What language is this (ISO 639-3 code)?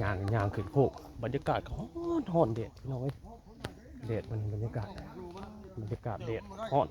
tts